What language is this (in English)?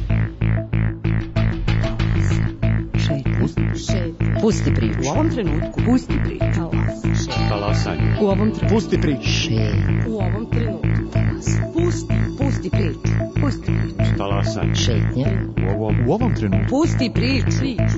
Serbian